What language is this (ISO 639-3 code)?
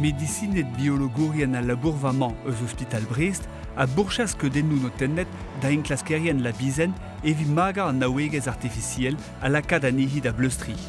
bre